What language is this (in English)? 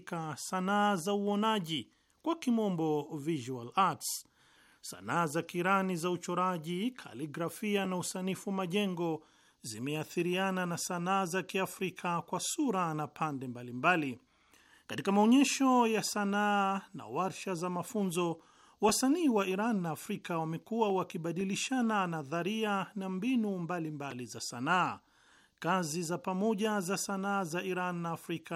Swahili